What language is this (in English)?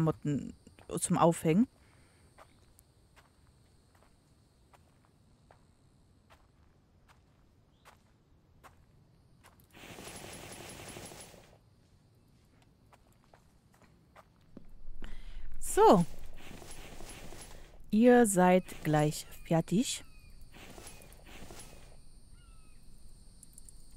German